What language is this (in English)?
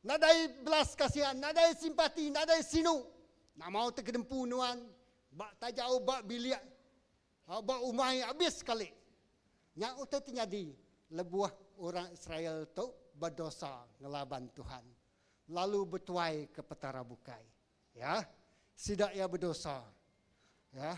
Iban